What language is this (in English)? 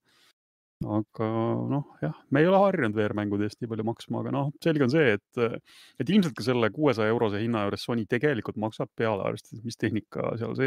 Estonian